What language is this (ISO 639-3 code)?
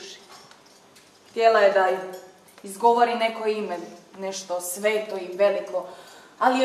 hrv